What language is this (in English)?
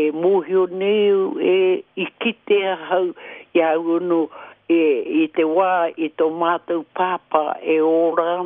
Māori